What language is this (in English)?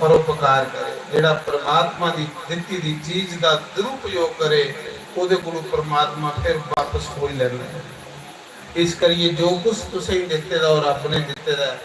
Dogri